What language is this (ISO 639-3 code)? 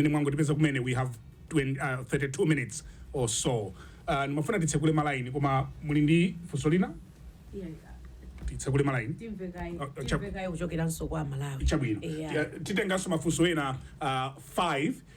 nya